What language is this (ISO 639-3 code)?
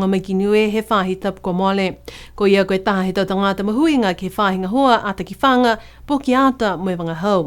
niu